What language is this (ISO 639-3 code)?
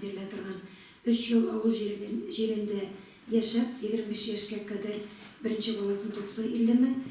tat